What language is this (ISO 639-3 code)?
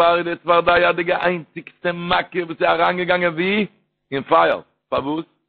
yid